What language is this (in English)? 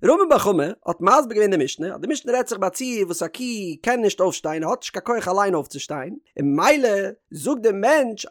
Yiddish